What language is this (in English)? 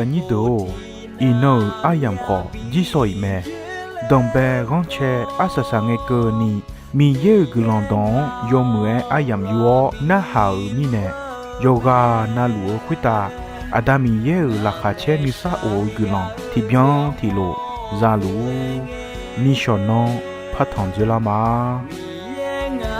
Akha